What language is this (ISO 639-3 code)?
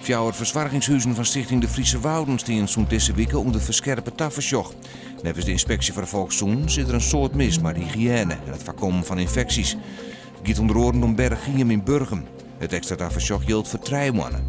fry